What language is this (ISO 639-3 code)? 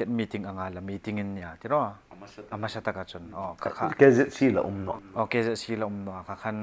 hmr